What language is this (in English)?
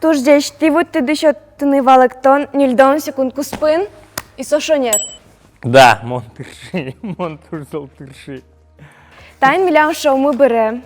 Udmurt